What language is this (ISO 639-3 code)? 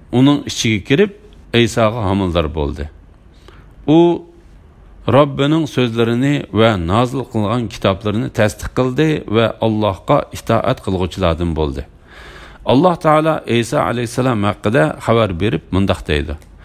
uig